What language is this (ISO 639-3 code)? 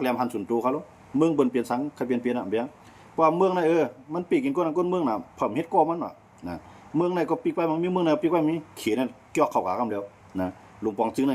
shn